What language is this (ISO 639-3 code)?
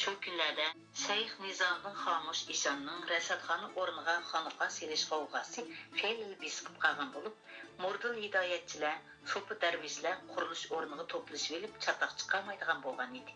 uig